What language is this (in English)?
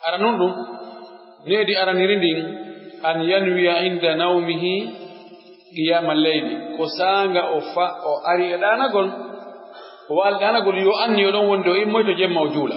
Pular